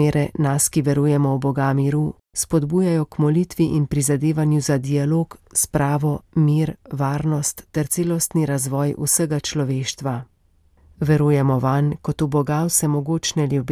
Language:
Slovenian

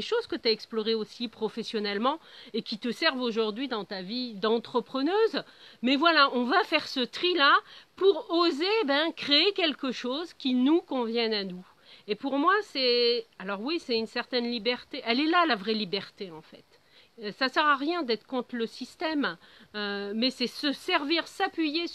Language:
French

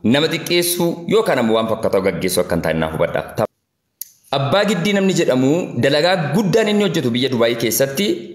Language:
Oromo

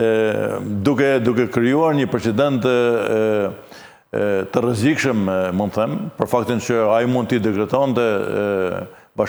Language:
Albanian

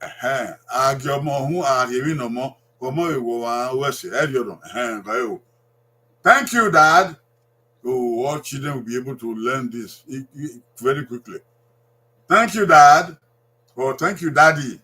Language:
Bini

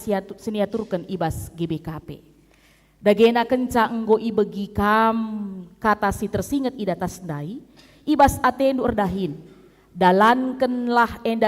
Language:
Batak Karo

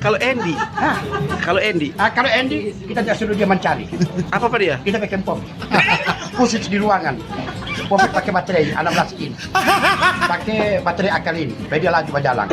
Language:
Manado Malay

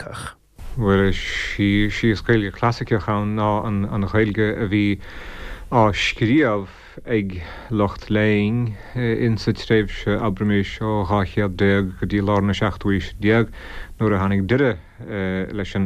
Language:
Irish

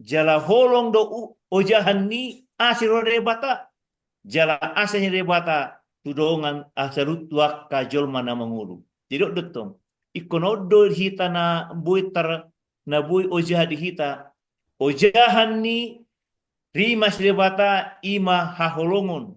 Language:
Batak Toba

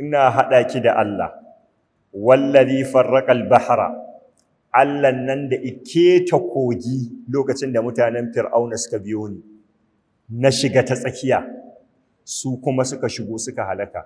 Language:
Hausa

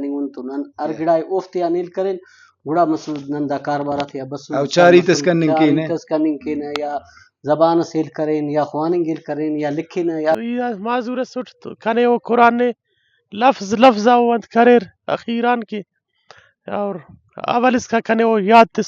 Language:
Brahui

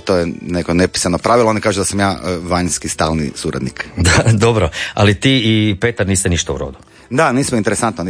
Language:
Croatian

